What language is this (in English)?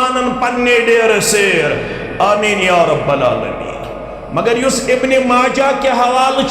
Kashmiri